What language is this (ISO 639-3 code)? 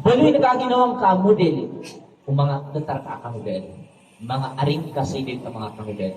mrw